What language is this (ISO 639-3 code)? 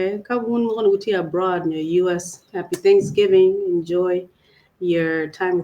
ach